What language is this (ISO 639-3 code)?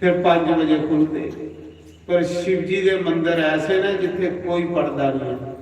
doi